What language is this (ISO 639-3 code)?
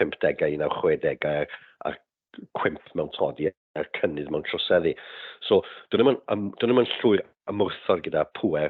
cym